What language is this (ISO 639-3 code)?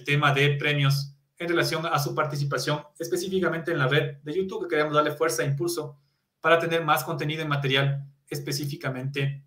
spa